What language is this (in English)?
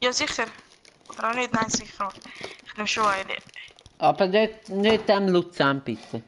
Swiss German